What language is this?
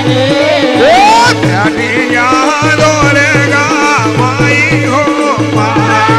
Bhojpuri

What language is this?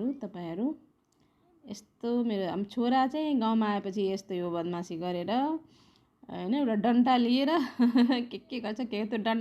Nepali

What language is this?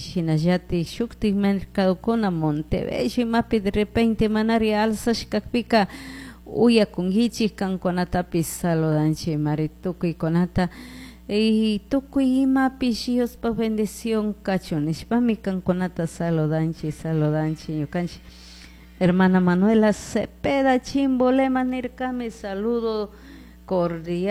Chimborazo Highland Quichua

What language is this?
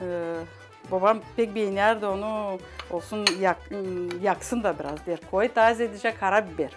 Gagauz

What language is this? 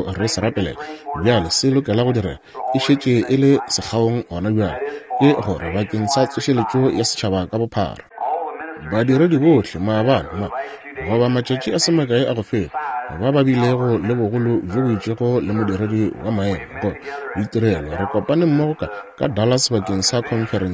Northern Sotho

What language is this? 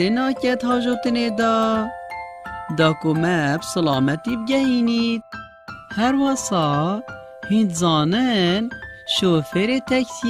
Kurdish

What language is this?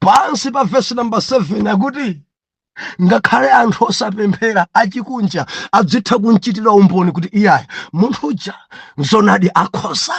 Nyanja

